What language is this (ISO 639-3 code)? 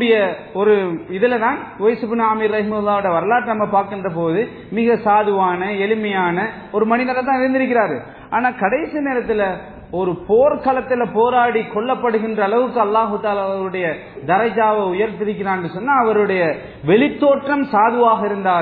tam